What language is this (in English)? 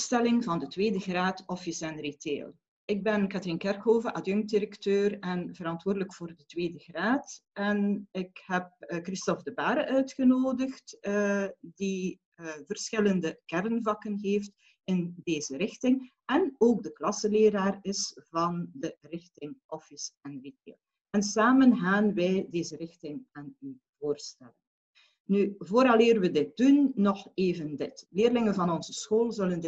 Dutch